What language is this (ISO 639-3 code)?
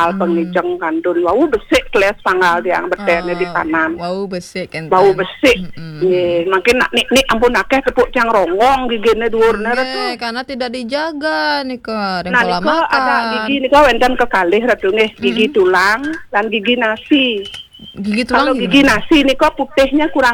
ban